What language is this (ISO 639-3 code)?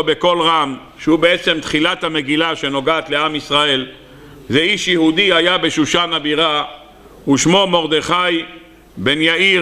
heb